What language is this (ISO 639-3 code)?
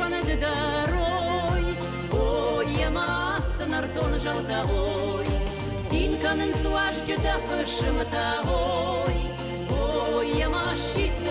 oss